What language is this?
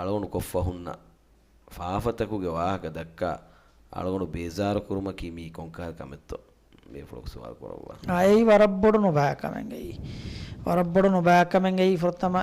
Divehi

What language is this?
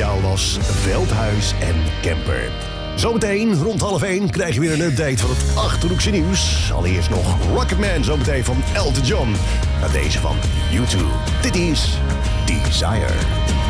Dutch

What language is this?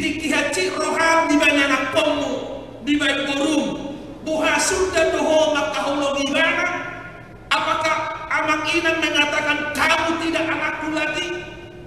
Batak Toba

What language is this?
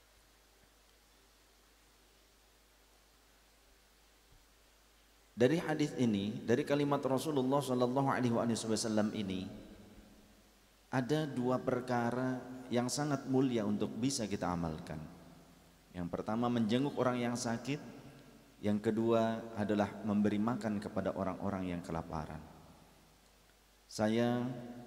Indonesian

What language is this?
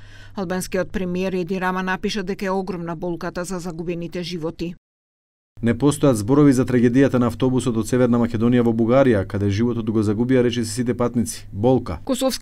Macedonian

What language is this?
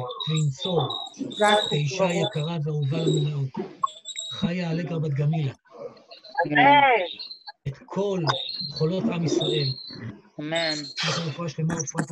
Hebrew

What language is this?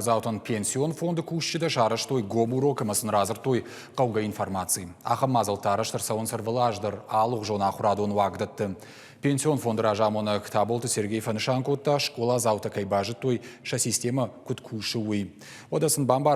Ossetic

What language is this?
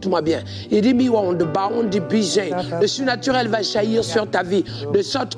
French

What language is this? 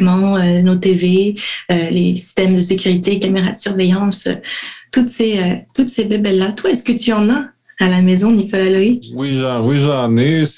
French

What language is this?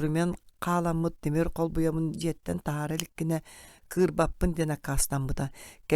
Yakut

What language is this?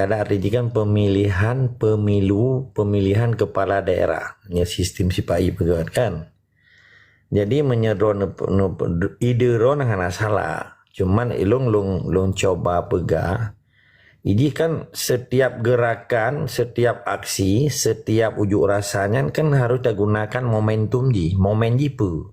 Achinese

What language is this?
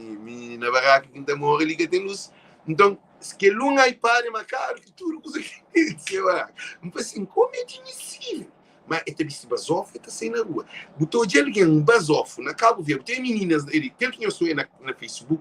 Kabuverdianu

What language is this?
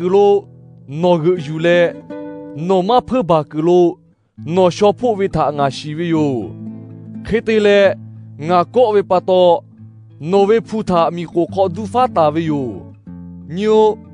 Lahu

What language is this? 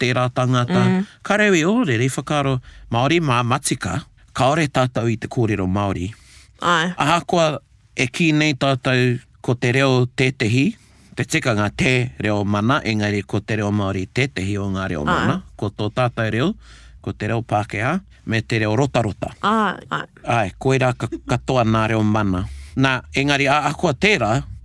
Māori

